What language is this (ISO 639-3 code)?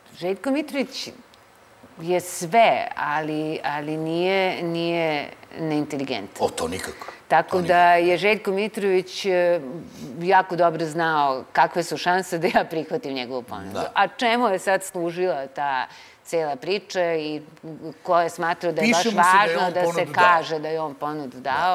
srp